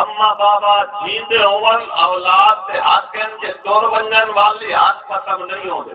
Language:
Saraiki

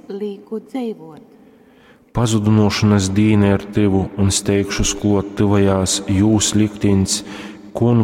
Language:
Latgalian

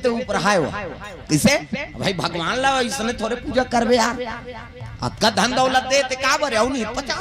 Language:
Chhattisgarhi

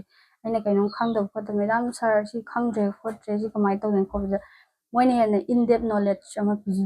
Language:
Manipuri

